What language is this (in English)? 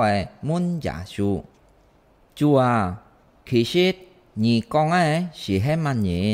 Hakka Chinese